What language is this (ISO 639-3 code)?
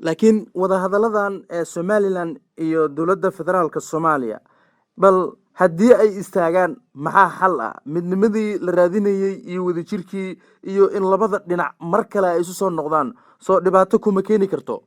som